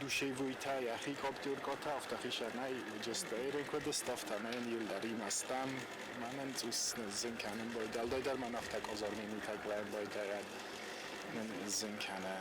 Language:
Ossetic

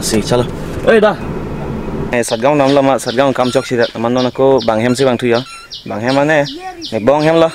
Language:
Karbi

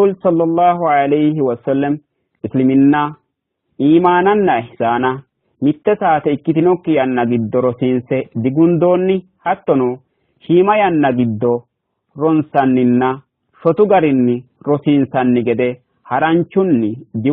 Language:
Sidamo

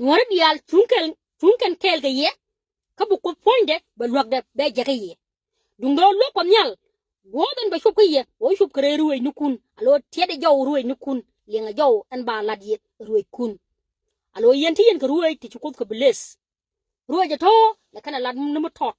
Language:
Nuer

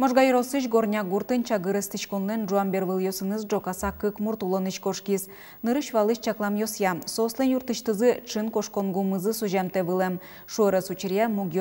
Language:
Udmurt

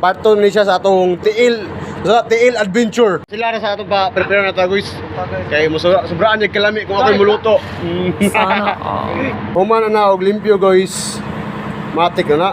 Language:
Cebuano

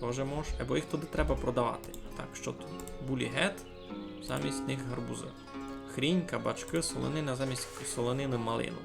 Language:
Rusyn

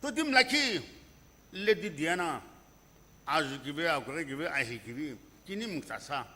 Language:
Sumi Naga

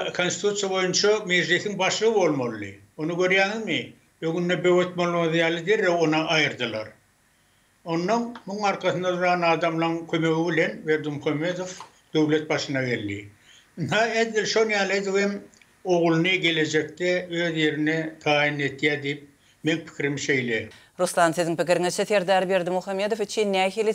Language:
Turkmen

